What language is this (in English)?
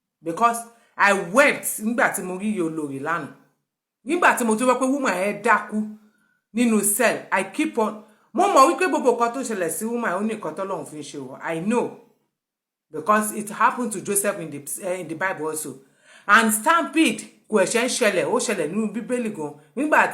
Yoruba